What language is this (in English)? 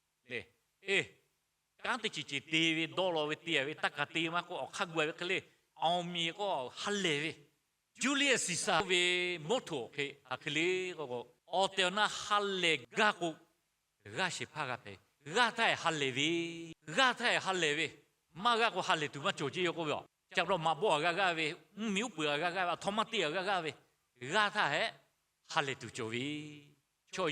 Lahu